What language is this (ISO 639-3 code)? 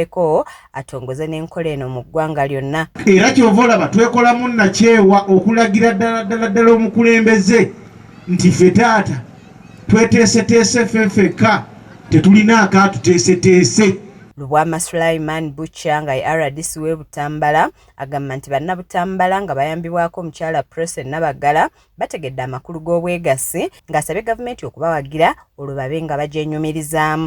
lug